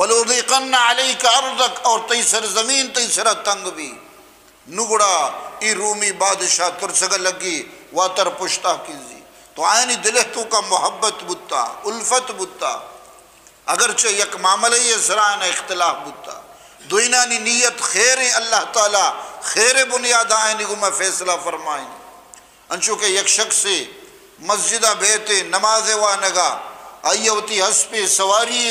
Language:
Eastern Balochi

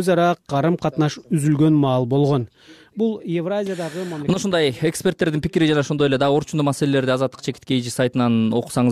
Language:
Kyrgyz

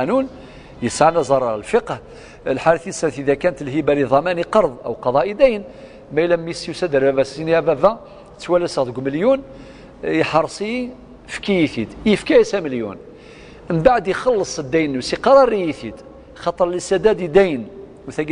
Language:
Kabyle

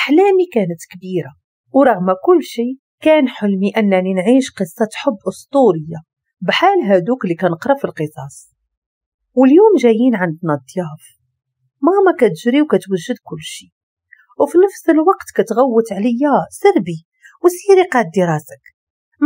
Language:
Moroccan Arabic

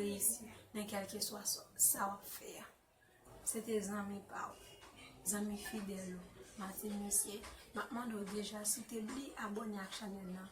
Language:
Haitian Creole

